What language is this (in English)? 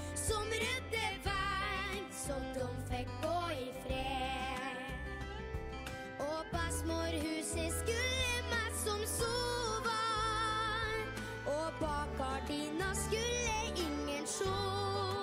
Norwegian